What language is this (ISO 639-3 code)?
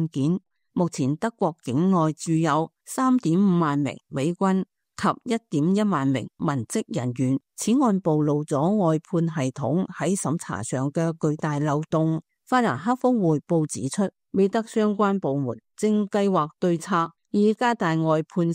yue